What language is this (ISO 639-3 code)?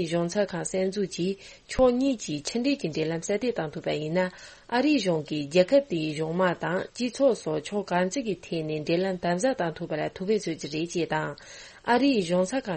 bod